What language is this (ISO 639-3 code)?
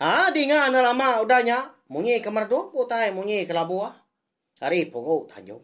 iba